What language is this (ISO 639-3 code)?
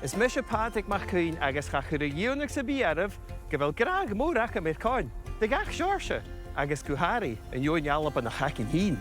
gla